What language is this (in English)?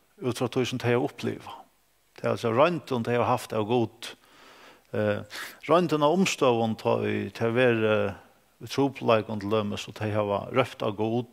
Faroese